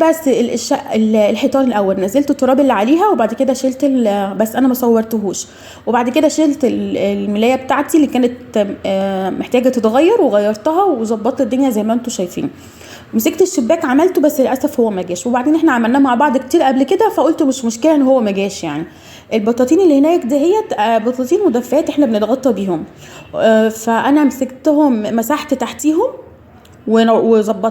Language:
Egyptian Arabic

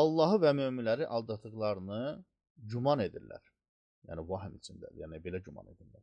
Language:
Azerbaijani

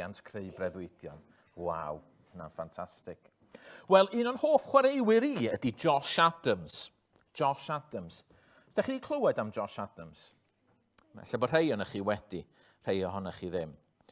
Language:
Welsh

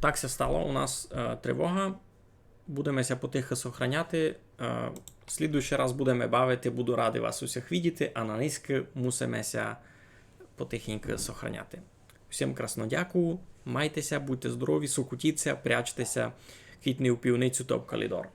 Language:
Rusyn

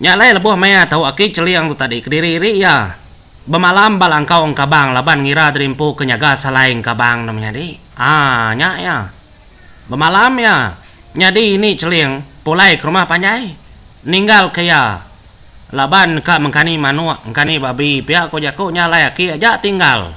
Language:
Iban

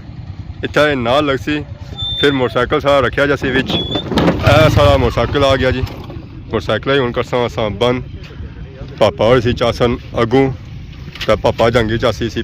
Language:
Pahari-Potwari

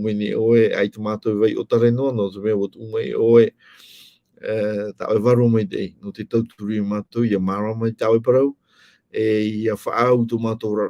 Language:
Tahitian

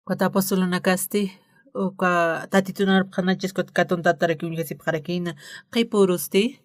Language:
Aymara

